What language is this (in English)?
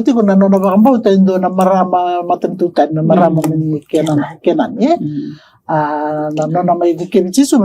Fijian